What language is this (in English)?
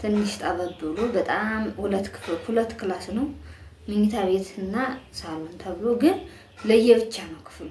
Amharic